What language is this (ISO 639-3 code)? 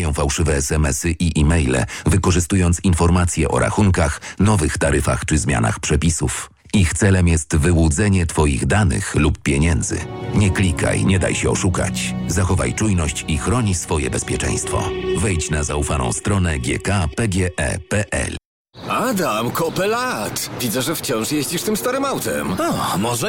pol